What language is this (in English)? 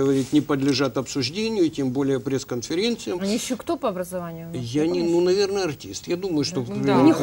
Russian